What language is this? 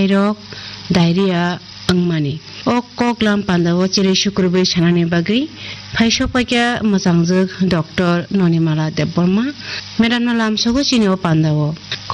Kok Borok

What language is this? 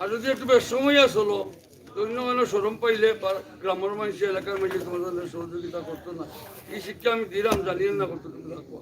Sylheti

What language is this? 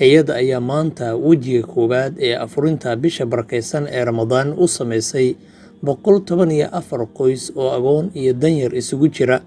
Somali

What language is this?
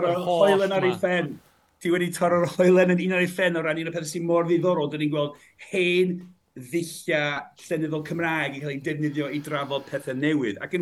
Welsh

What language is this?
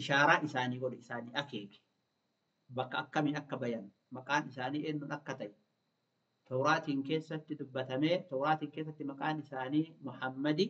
Oromo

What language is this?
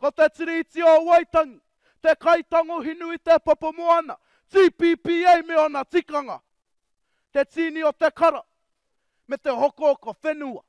Māori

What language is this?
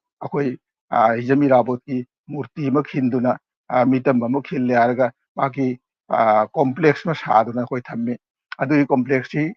Manipuri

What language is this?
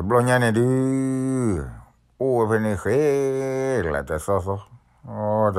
S'gaw Karen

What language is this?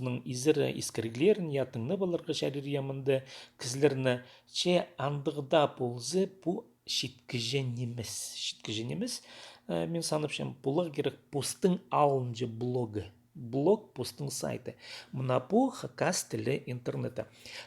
Khakas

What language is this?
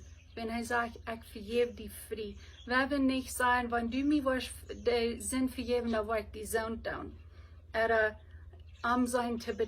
Plautdietsch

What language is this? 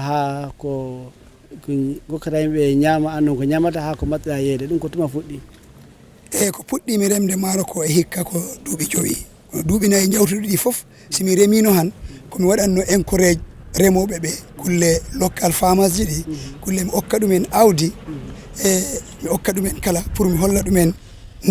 Fula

